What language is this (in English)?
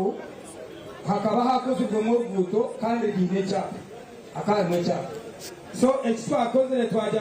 Nyankole